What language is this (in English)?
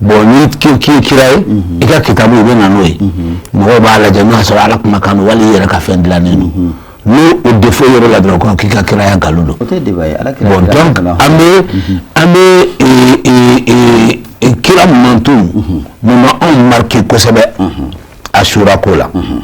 Bambara